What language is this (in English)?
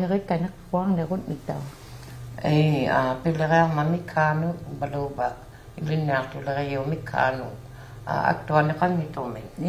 Inuktitut